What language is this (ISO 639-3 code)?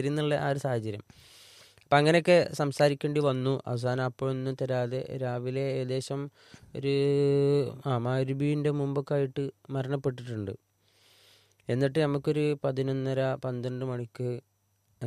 mal